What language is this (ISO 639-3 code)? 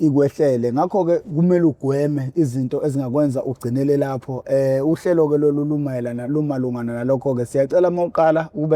zul